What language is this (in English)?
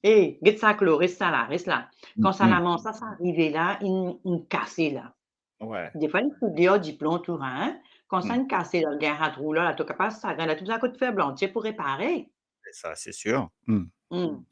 Morisyen